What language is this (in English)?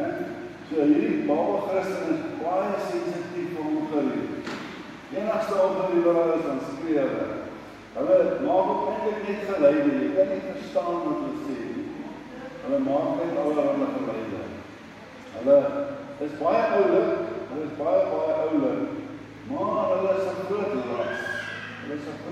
Afrikaans